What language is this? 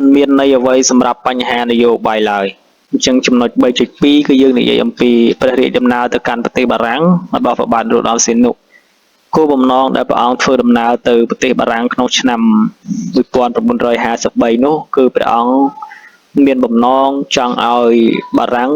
Khmer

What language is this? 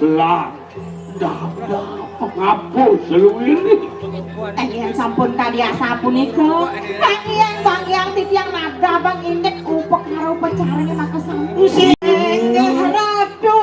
Balinese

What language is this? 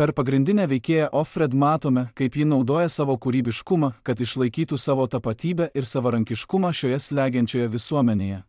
Lithuanian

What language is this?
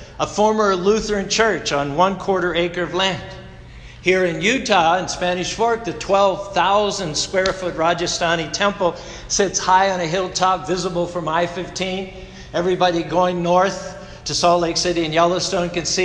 English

